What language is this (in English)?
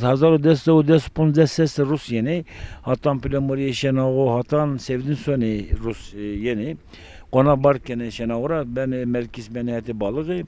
Zaza